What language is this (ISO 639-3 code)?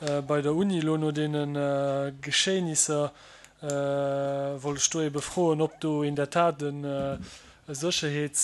ltz